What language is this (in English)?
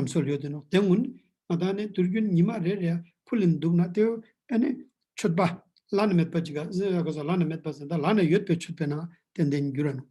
Ladakhi